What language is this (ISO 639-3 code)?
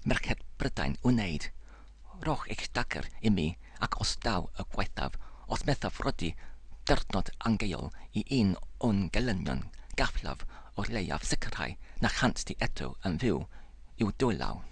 cym